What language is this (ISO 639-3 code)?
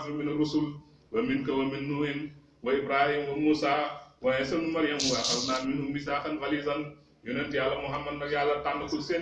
wol